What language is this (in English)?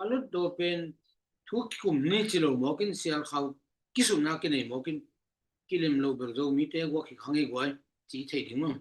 Tedim Chin